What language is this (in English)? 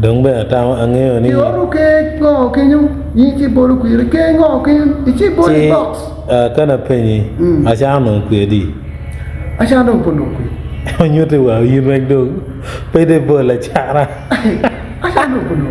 Acoli